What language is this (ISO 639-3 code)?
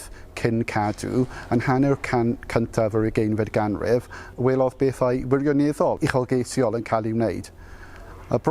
cym